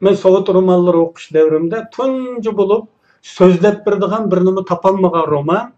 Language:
Uyghur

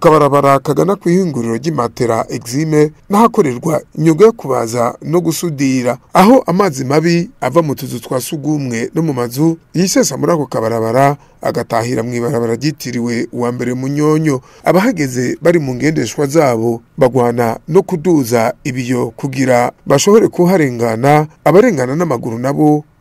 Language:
Rundi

